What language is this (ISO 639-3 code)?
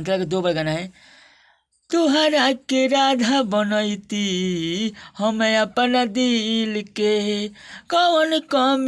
bho